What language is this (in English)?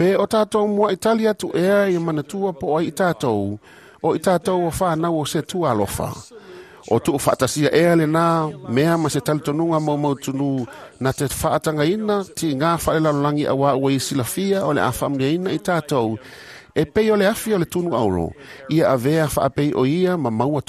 Samoan